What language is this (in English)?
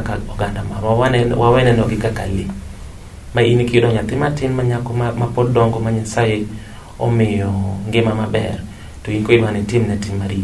Luo (Kenya and Tanzania)